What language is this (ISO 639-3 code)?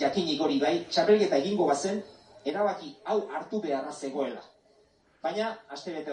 eus